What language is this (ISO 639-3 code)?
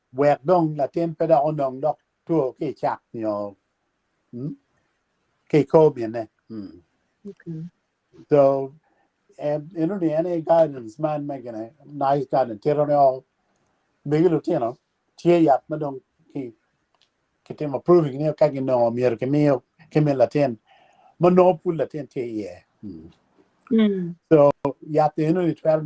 ach